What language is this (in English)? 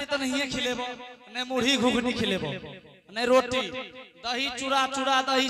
Angika